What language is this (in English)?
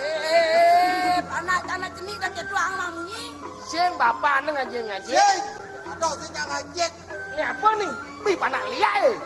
Balinese